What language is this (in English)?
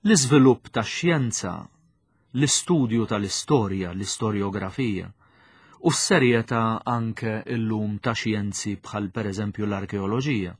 Maltese